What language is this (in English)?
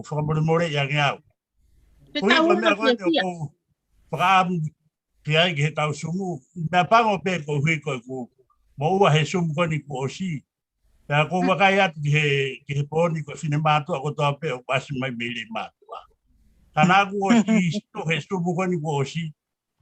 Tongan